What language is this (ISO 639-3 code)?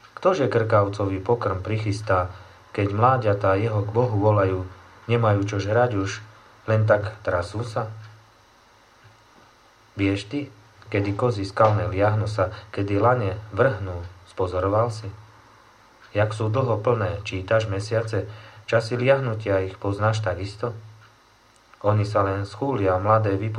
slk